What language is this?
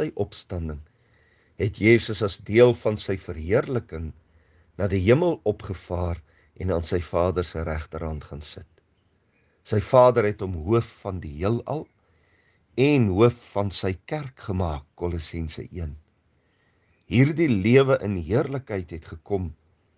Afrikaans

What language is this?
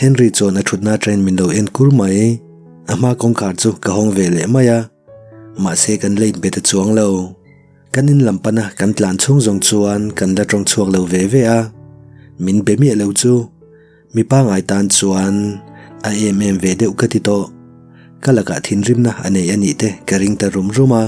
Mizo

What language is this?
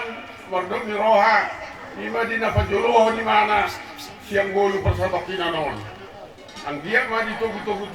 Batak Toba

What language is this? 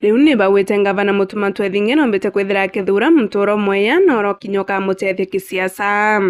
Meru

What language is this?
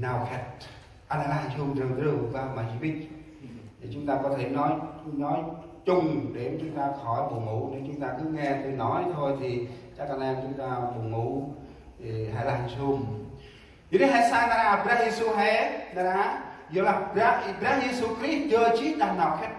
Central Mnong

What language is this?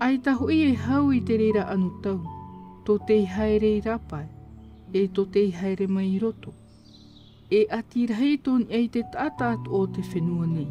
Tahitian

